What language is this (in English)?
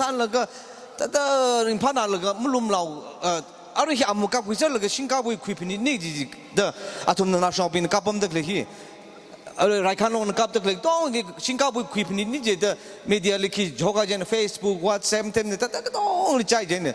Tangkhul Naga (India)